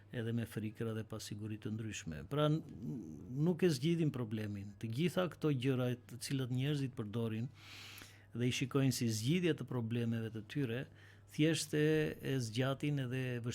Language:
Albanian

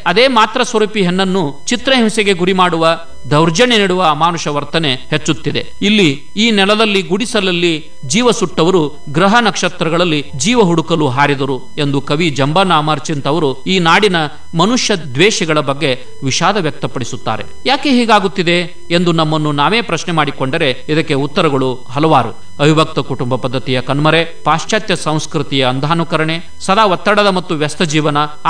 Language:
Kannada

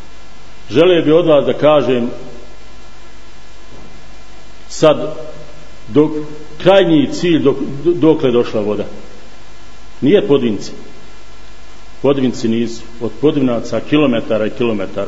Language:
Bosnian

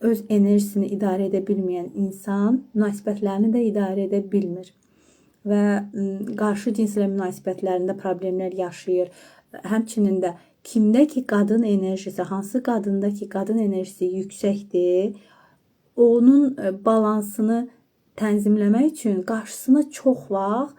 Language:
Azerbaijani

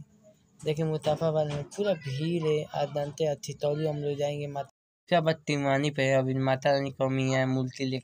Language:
Bhojpuri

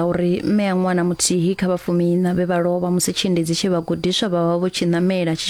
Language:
Venda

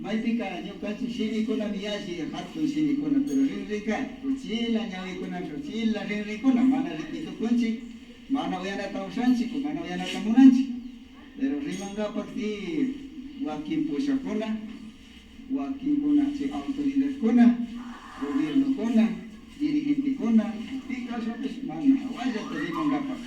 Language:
Imbabura Highland Quichua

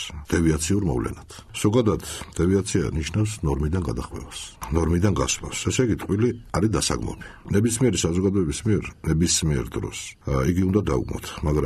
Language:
Georgian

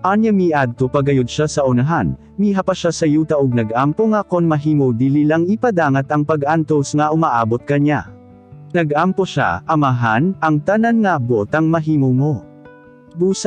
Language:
Cebuano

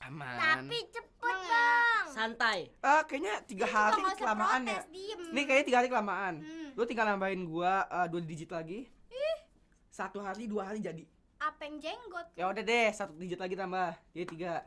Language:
Betawi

